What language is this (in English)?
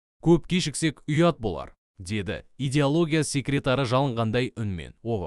Kazakh